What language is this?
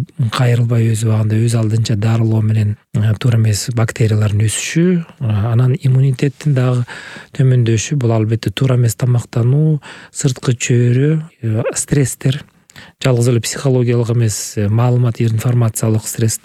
Kyrgyz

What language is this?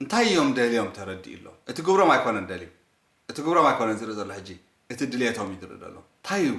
Tigrinya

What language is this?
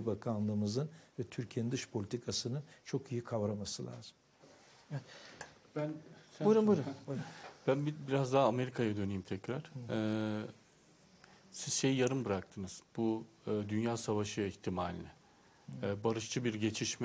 Turkish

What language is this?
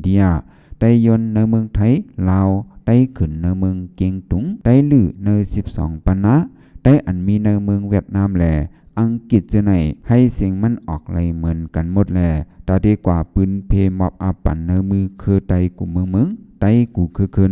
Shan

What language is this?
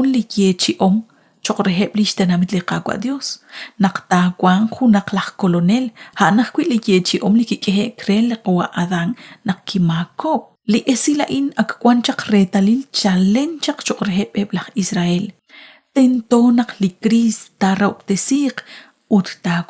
Kekchí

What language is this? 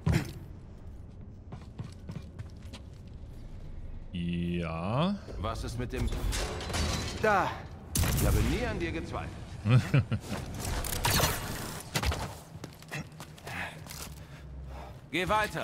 German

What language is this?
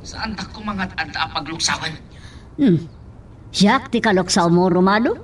Iloko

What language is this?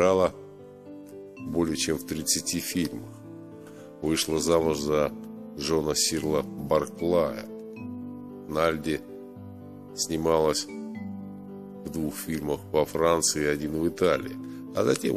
Russian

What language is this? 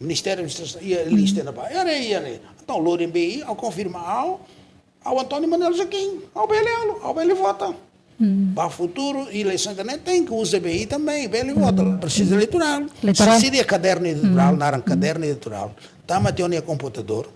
Tetum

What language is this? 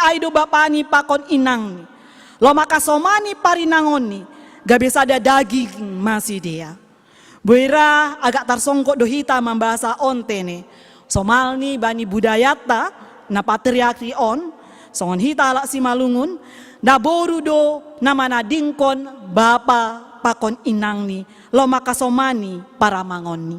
Batak Simalungun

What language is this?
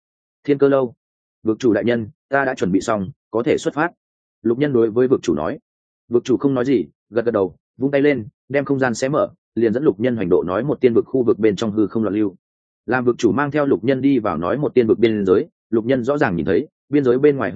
Vietnamese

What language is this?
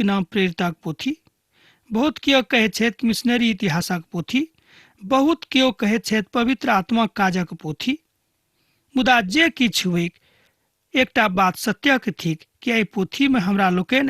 Maithili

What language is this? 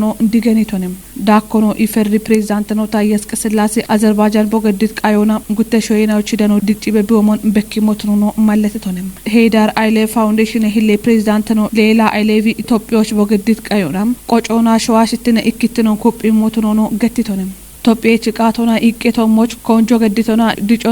Kafa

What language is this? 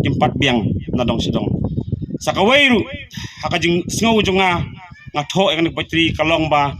Khasi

